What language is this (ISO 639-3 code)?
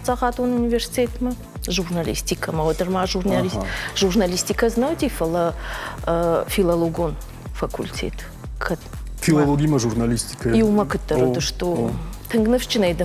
oss